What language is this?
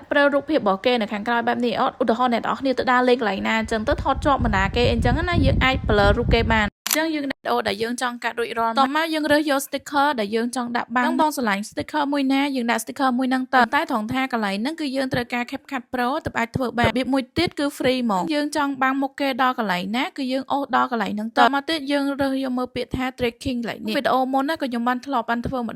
Khmer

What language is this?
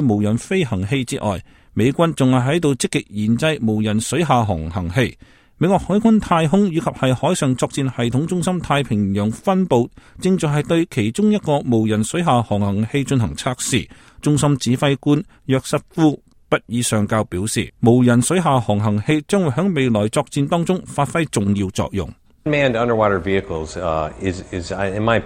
Cantonese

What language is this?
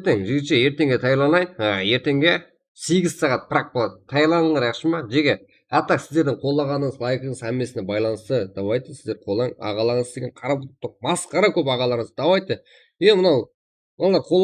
Kara-Kalpak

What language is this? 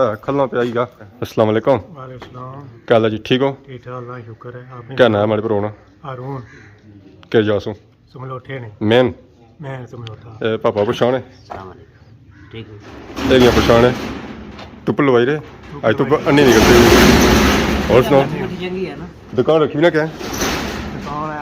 Pahari-Potwari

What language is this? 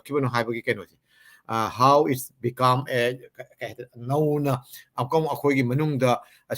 Manipuri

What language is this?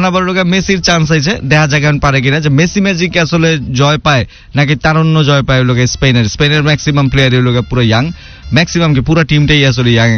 Bangla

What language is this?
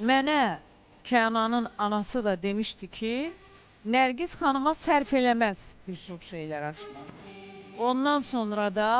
Azerbaijani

